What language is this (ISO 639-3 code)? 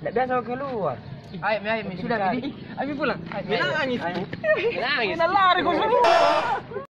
mfp